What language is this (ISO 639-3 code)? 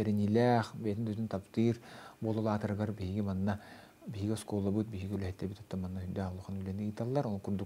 sah